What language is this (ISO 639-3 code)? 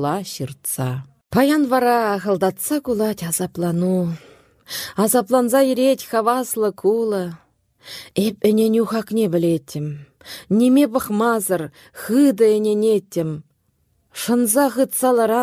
chv